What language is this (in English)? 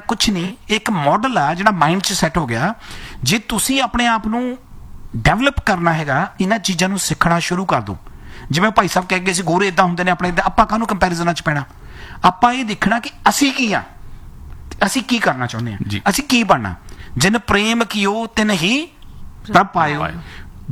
Punjabi